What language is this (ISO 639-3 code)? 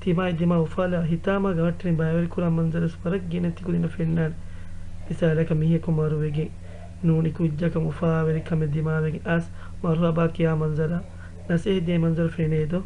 div